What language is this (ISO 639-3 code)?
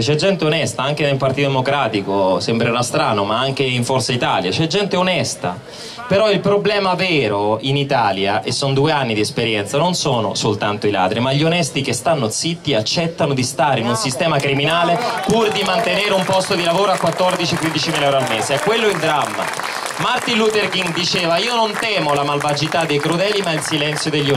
ita